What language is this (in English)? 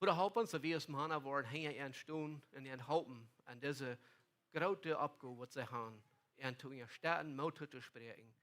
Plautdietsch